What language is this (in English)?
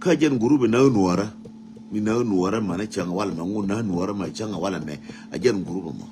Nuer